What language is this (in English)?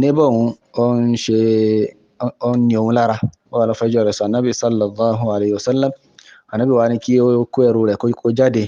Yoruba